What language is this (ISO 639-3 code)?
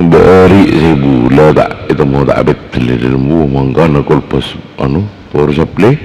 mad